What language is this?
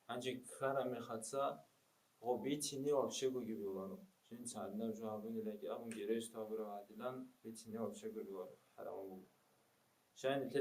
Avaric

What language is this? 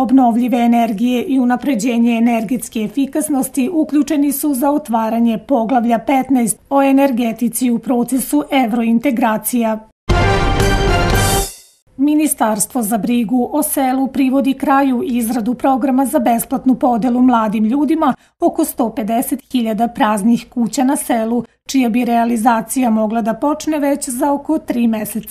Serbian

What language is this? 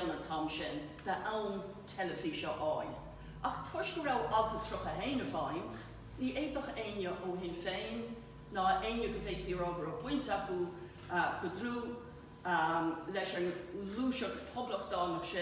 Irish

